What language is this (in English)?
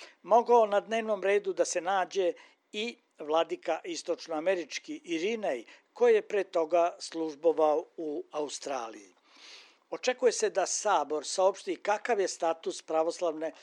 Serbian